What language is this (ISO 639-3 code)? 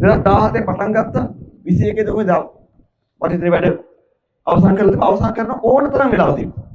sin